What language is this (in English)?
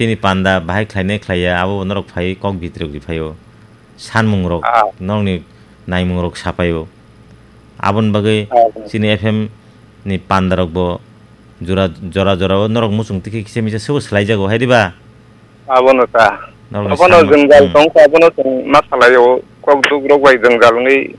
Kok Borok